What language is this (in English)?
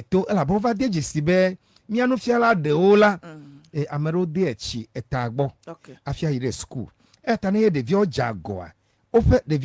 Ewe